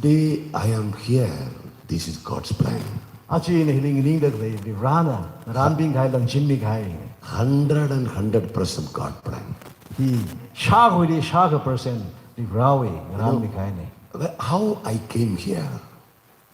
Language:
Tangkhul Naga (India)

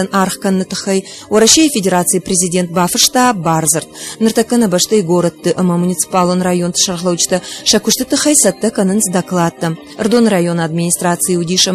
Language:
Ossetic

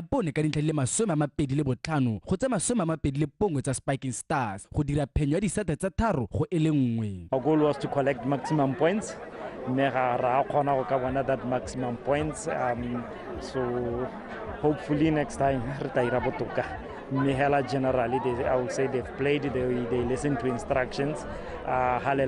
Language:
Tswana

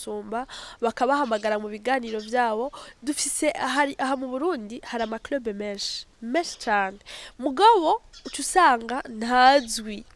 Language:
Rundi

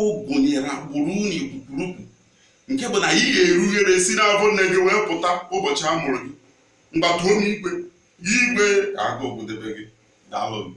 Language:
Igbo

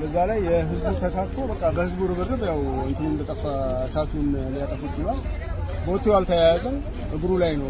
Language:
Amharic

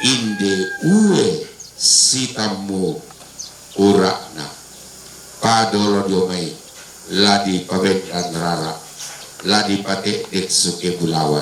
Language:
Toraja-Sa'dan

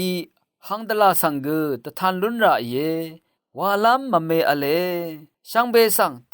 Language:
Rawang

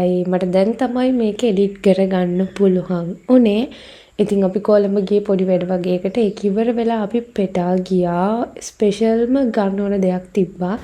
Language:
Sinhala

